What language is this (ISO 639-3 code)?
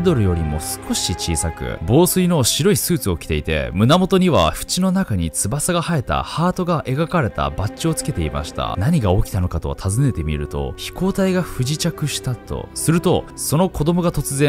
jpn